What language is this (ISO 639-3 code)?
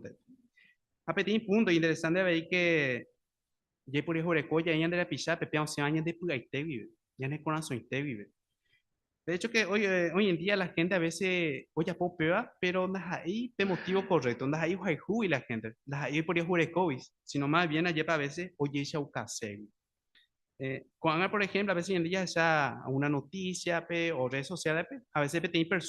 grn